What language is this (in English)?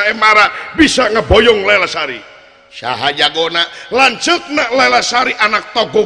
Sundanese